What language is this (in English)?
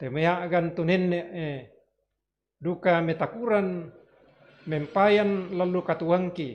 Toraja-Sa'dan